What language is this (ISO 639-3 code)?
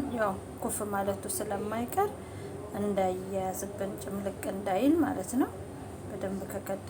amh